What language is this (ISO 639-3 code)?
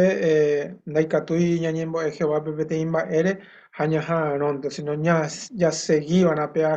grn